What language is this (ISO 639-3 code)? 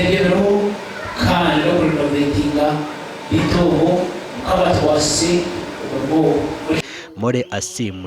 nyn